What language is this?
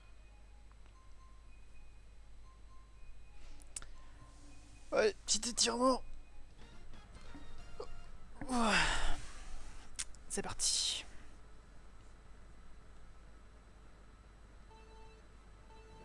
French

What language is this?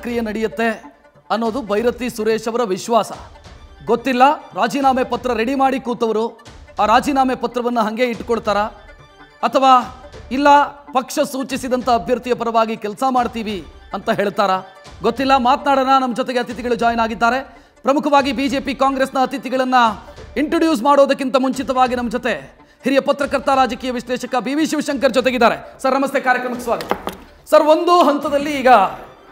Kannada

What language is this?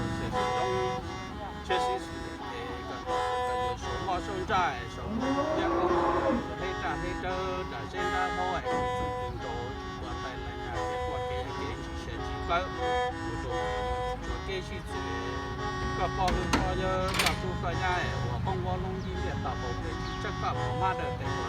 Hmong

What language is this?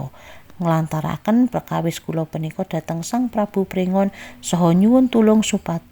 Javanese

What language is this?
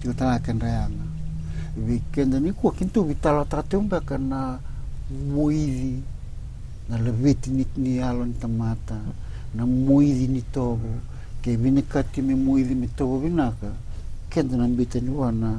Fijian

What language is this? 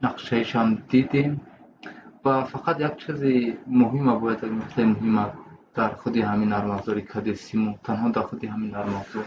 Tajik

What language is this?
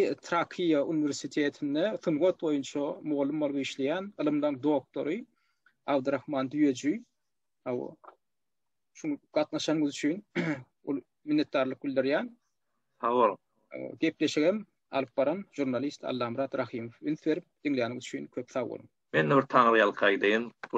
Turkmen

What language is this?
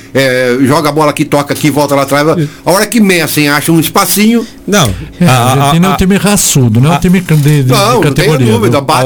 Portuguese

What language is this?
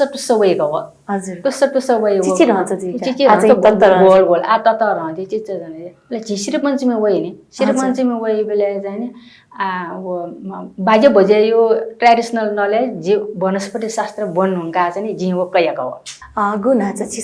Newari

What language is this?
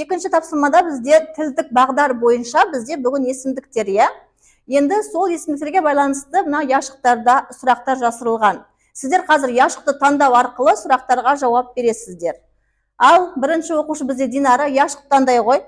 Kazakh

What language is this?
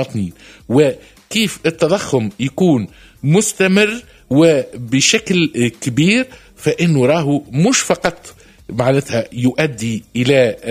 Tunisian Arabic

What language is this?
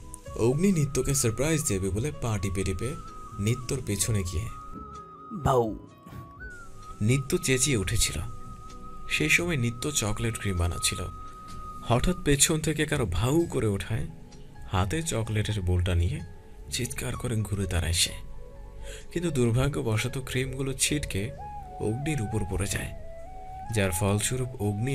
Bangla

